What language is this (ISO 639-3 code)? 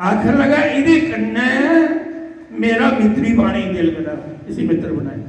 doi